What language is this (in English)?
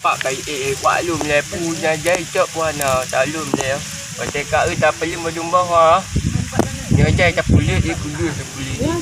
Achinese